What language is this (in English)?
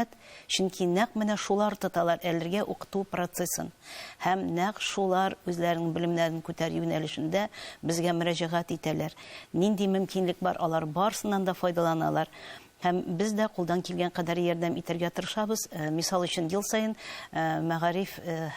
Tatar